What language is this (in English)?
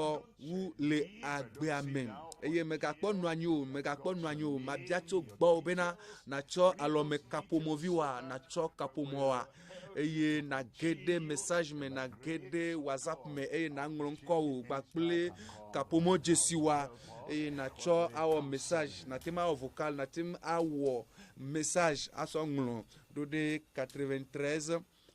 Ewe